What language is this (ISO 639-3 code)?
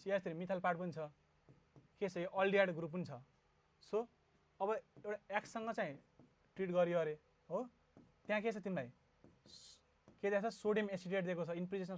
nep